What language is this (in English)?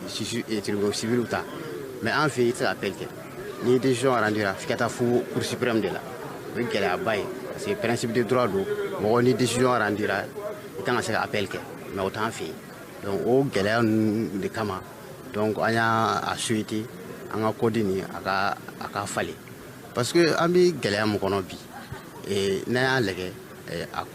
Bambara